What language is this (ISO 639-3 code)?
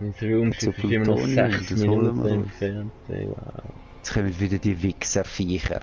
gsw